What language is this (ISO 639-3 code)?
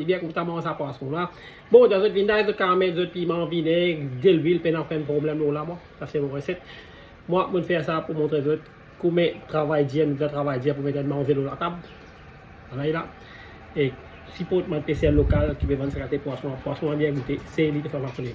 mfe